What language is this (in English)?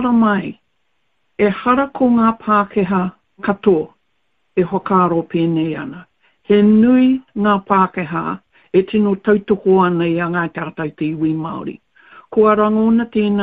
Māori